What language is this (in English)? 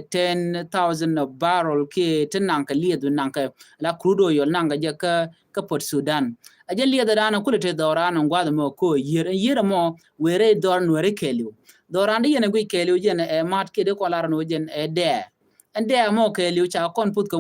Nuer